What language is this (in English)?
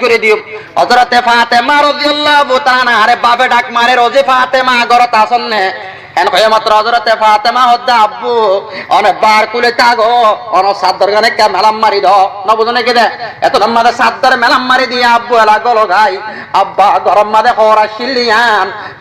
Rohingya